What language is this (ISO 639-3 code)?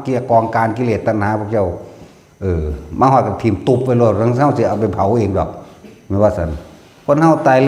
tts